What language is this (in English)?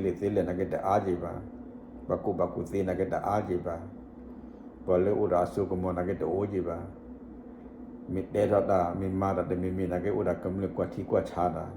S'gaw Karen